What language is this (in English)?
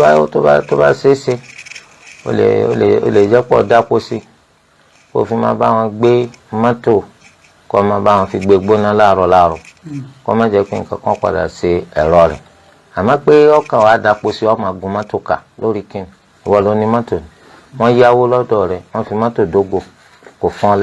Yoruba